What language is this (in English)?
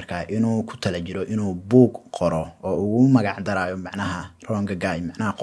Somali